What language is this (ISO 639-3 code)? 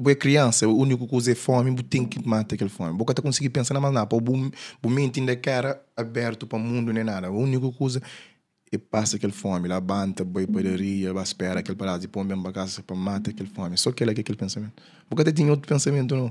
kea